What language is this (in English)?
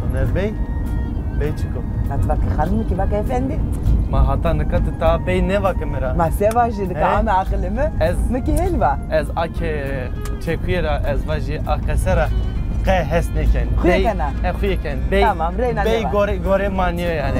Zaza